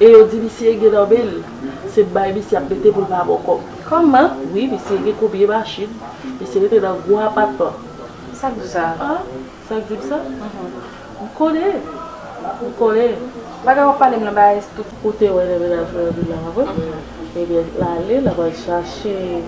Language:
Haitian Creole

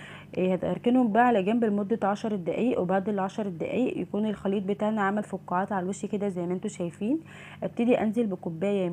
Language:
Egyptian Arabic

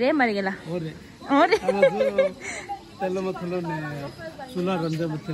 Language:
Tibetan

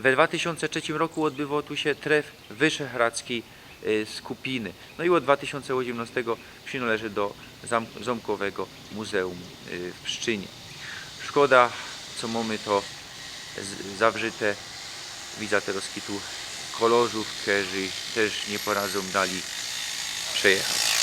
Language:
Silesian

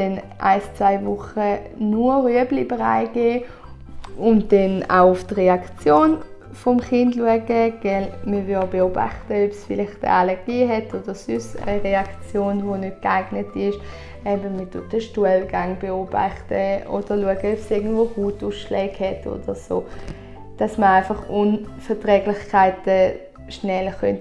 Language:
Swiss German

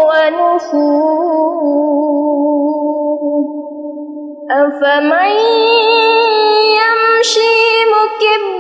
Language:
Arabic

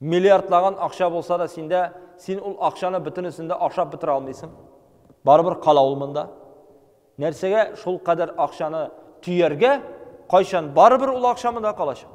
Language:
Tatar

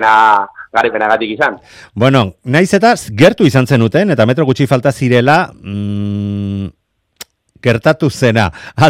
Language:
Basque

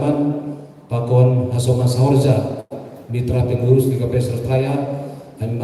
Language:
Batak Simalungun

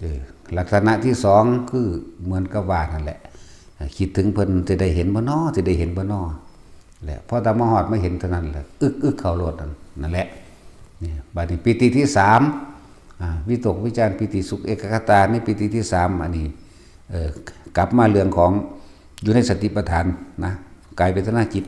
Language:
Lao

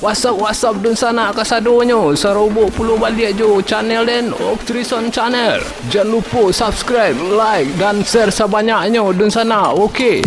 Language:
Minangkabau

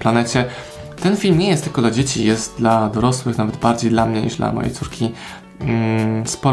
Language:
Polish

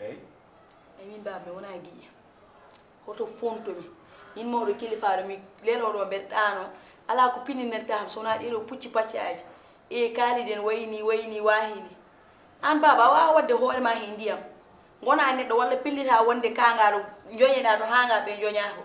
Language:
Fula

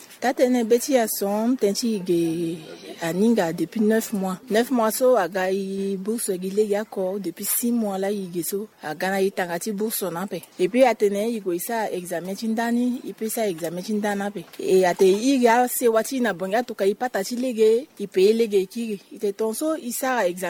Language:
Sango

